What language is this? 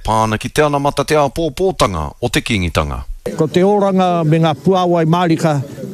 Māori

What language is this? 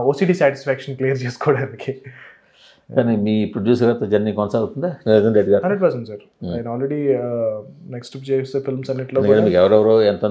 Telugu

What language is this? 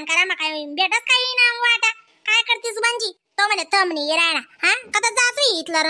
Khandesi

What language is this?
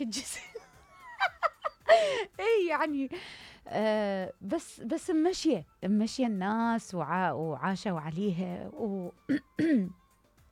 Mesopotamian Arabic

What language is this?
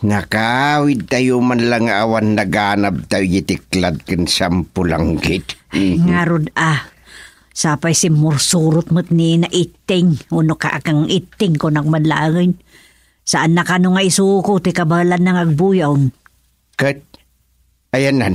Iloko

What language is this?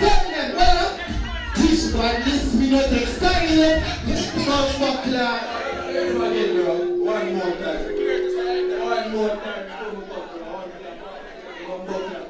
Jamaican Creole English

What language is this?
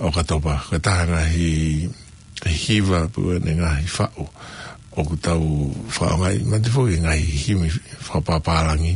Tongan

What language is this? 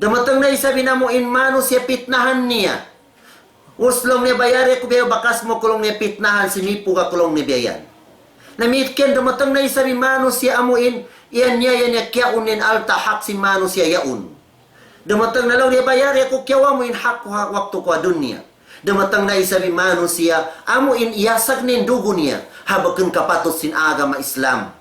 Tausug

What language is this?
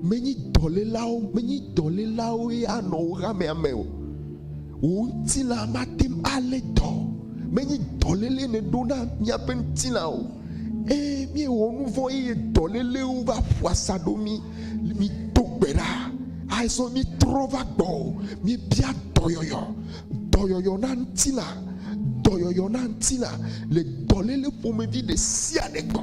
Ewe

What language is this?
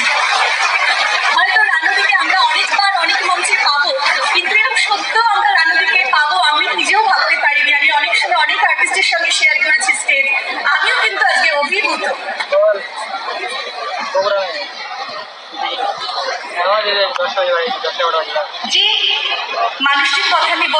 Bangla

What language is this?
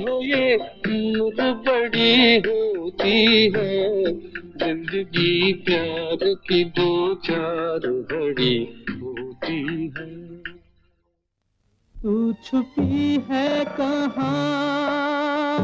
Hindi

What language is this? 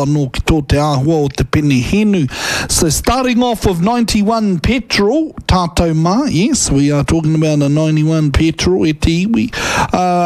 Māori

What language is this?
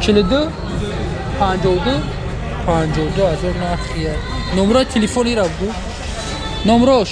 Tajik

